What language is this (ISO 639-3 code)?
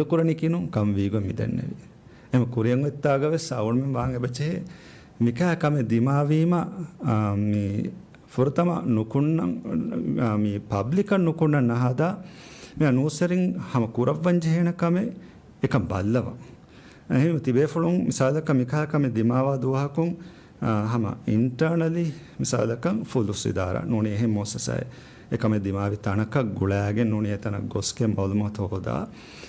div